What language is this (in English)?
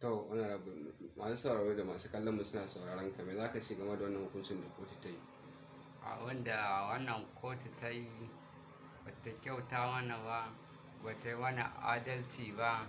Hausa